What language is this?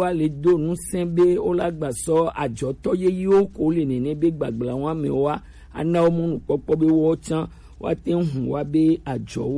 Gen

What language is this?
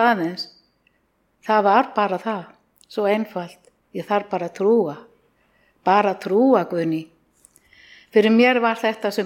Icelandic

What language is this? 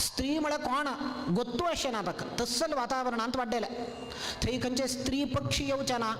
Konkani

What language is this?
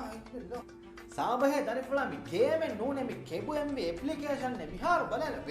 Divehi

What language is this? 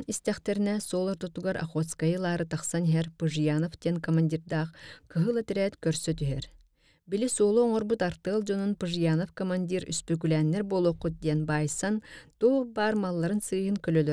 Yakut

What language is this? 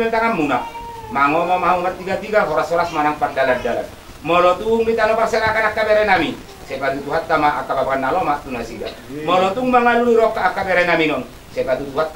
Batak Toba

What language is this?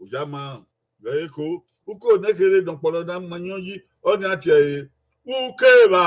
Bini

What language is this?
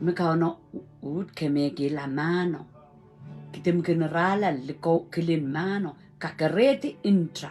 Pohnpeian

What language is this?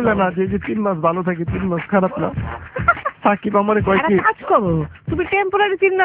Bangla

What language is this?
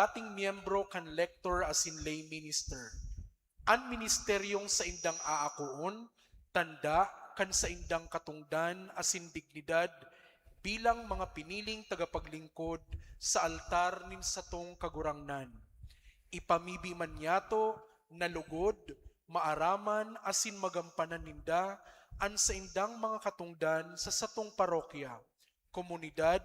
Bikol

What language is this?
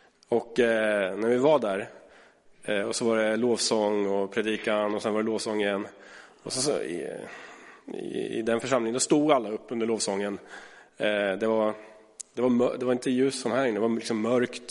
Swedish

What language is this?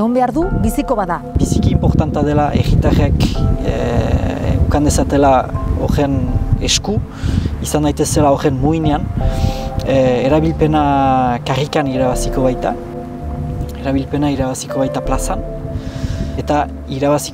Basque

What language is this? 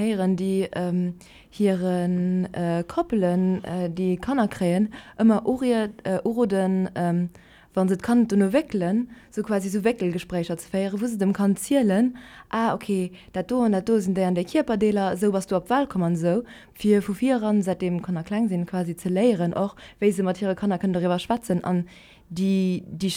Luxembourgish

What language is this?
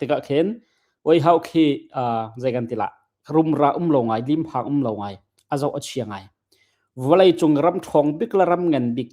Hakha Chin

